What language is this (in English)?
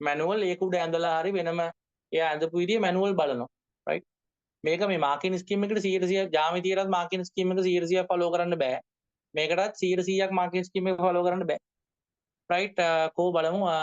Sinhala